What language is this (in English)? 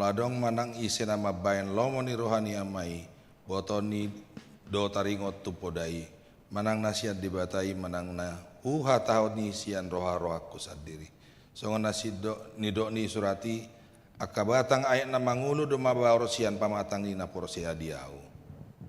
Batak Toba